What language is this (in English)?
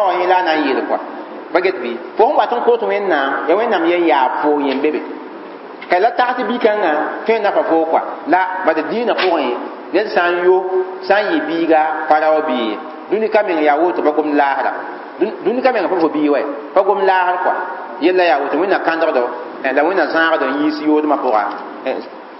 Mossi